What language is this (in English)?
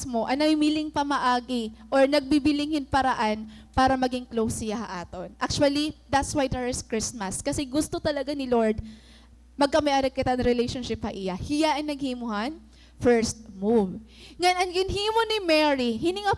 Waray